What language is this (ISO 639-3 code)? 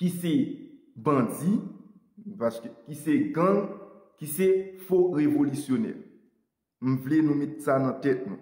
hat